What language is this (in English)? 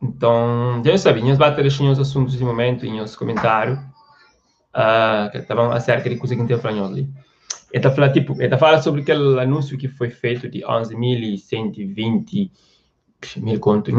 Kabuverdianu